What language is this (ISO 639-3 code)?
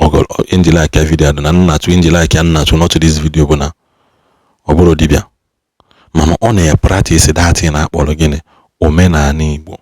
ibo